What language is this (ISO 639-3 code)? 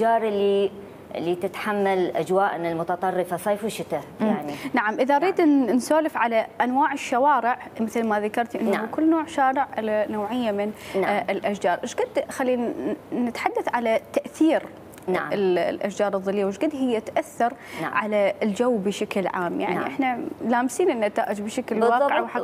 acm